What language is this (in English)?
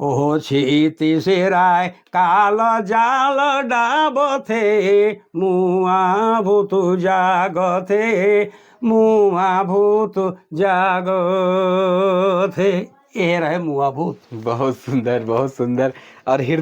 Sadri